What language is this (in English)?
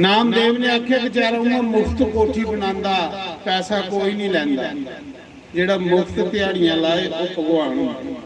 Dogri